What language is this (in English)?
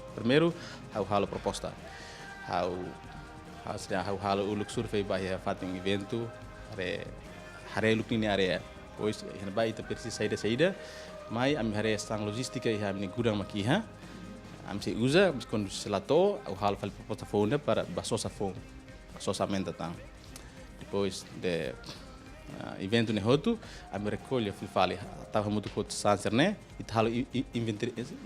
Tetum